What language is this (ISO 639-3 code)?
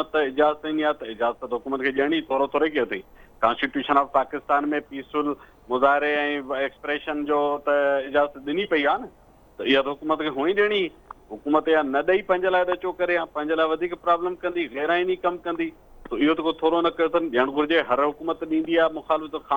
snd